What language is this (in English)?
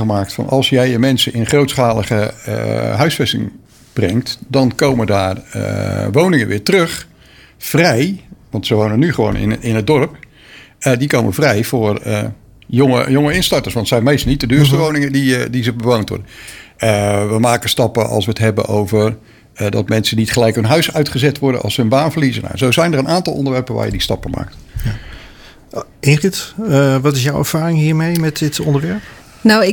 Dutch